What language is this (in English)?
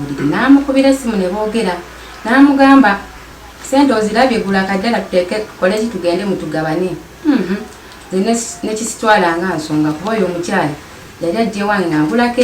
Ganda